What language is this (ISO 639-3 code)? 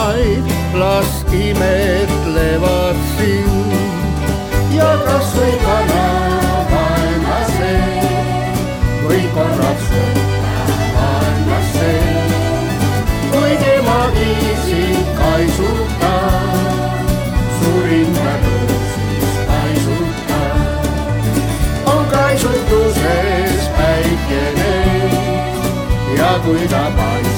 est